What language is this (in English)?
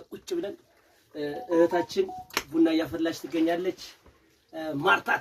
Amharic